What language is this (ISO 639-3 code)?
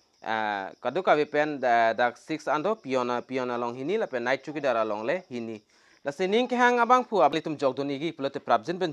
mjw